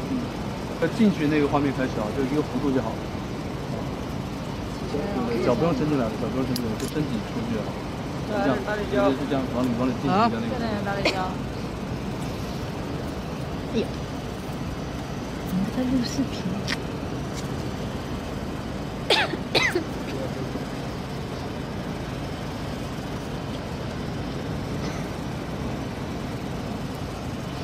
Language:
Chinese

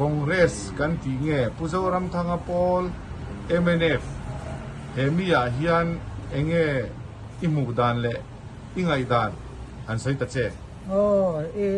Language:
Mizo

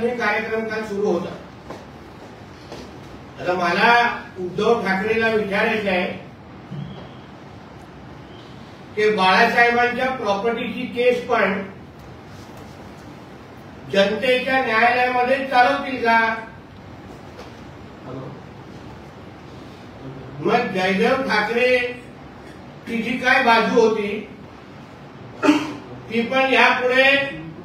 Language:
Marathi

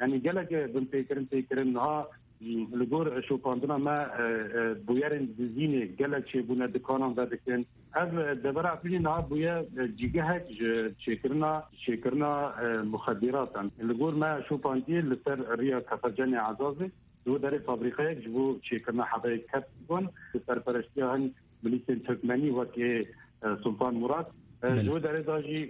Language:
Kurdish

